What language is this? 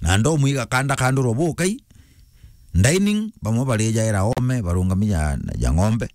Meru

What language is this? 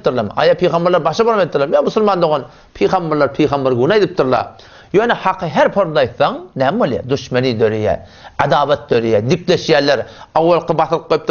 Turkmen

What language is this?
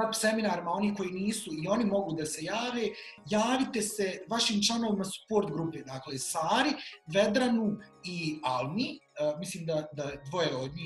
Bosnian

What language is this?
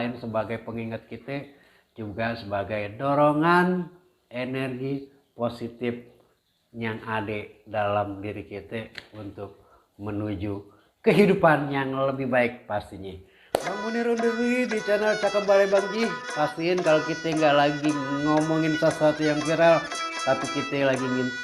Betawi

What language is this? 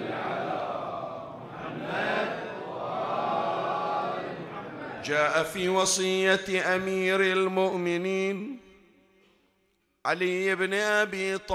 Arabic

